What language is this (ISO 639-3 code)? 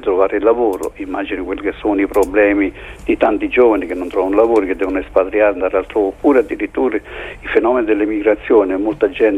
ita